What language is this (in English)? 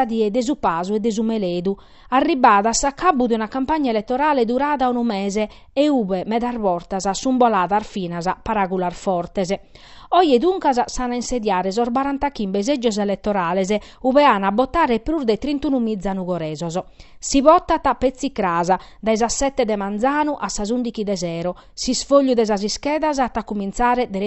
Sardinian